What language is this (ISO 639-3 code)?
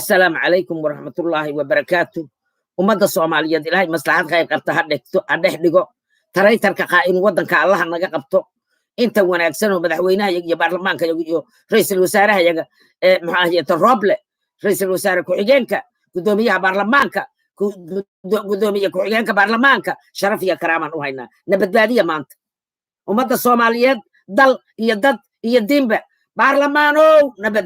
som